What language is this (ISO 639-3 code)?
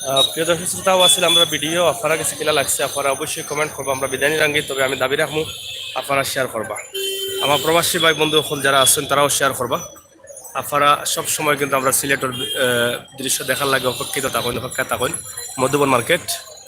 syl